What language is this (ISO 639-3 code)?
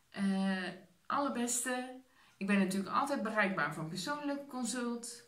nld